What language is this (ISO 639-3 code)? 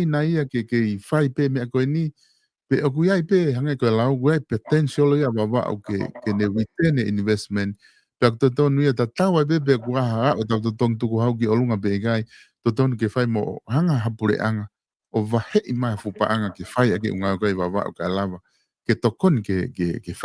ton